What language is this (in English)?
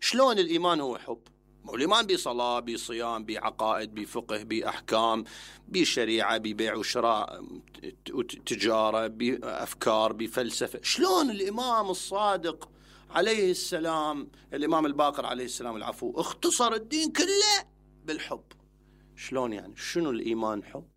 Mesopotamian Arabic